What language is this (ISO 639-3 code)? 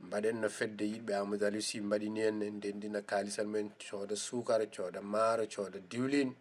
ful